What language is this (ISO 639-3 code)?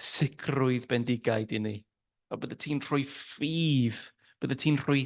cym